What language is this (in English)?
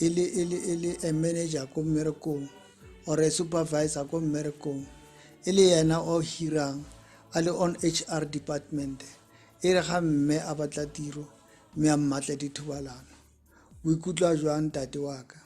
Tswana